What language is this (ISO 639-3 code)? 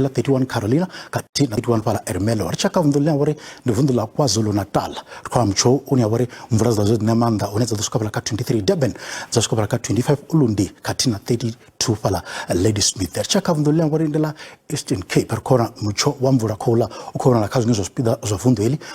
ven